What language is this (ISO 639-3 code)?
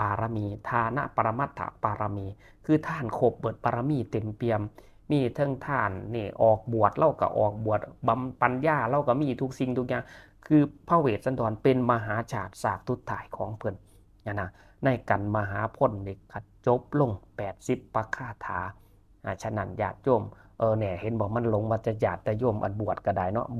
tts